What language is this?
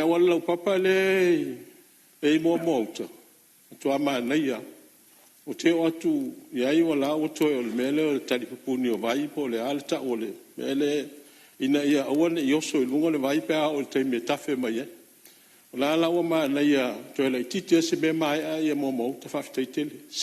Samoan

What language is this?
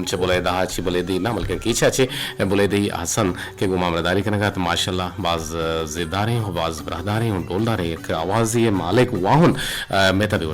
Eastern Balochi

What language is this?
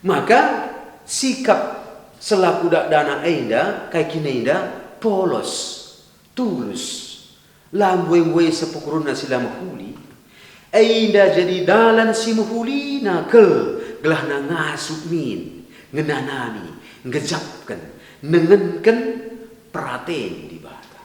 Batak Karo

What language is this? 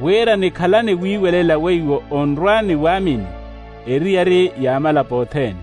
Makhuwa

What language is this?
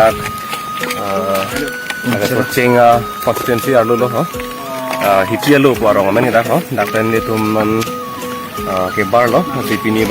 Karbi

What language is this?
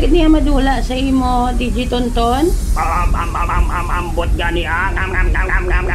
Hiligaynon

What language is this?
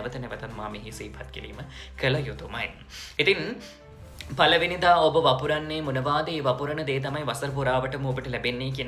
Sinhala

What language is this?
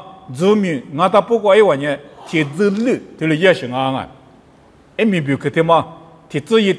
Lisu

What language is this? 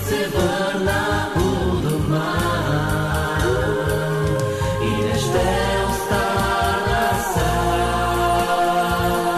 Bulgarian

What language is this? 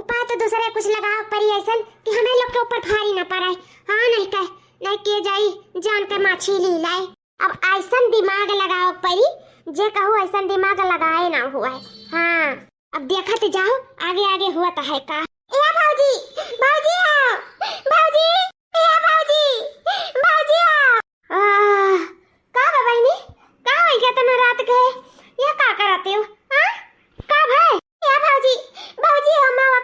Awadhi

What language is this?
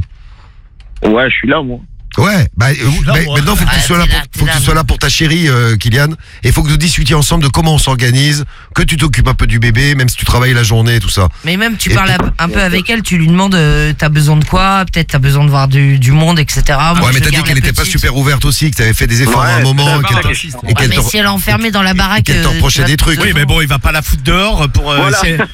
French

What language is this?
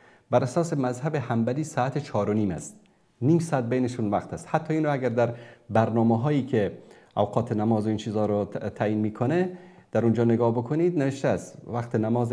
Persian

